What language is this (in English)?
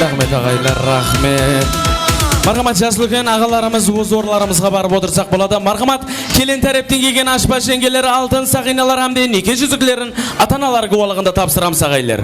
Kara-Kalpak